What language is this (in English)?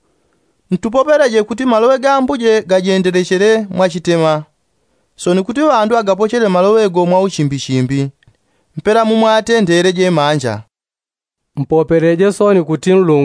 Yao